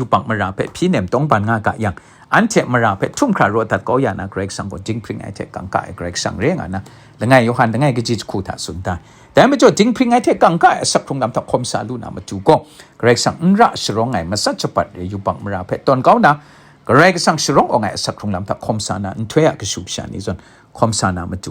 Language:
Kachin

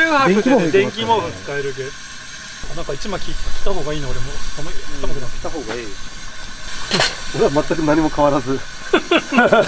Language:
Japanese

